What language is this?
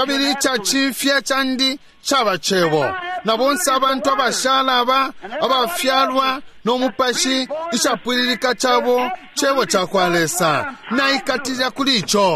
Bemba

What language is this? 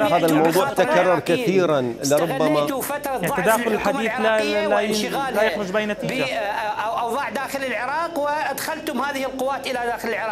Mesopotamian Arabic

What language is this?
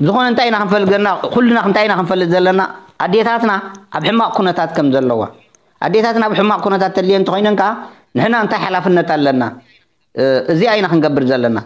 Tigrinya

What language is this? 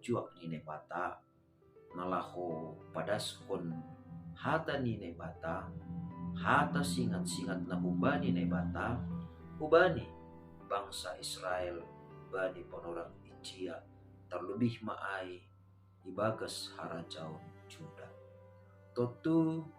Batak Simalungun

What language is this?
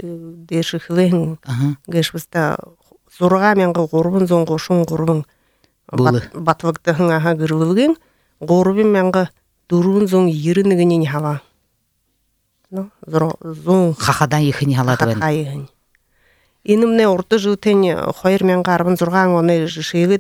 Buriat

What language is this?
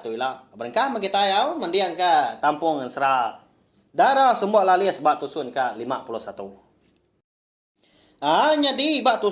Iban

